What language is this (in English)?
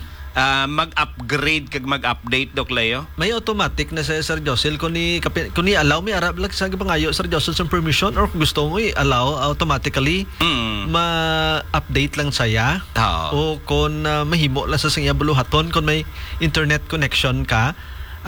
Hiligaynon